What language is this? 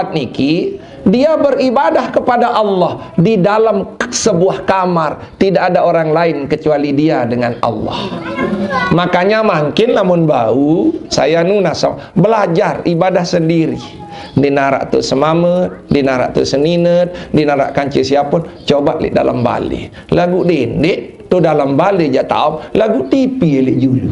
Sasak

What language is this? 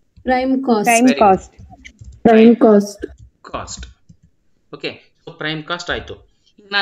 Kannada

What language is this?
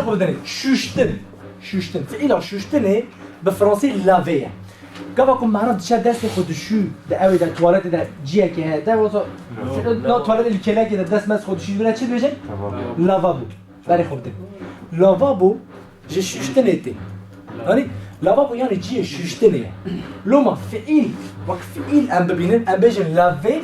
Kurdish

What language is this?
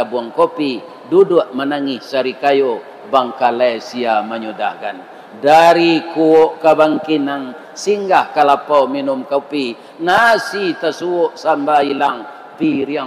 Minangkabau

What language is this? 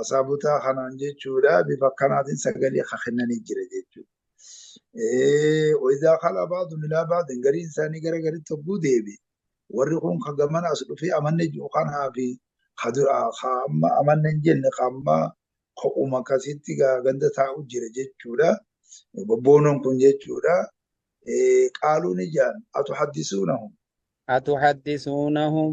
Oromo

